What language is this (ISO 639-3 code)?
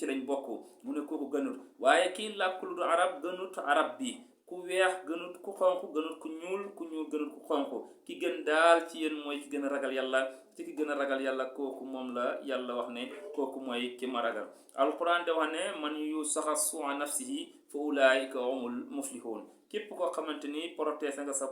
wol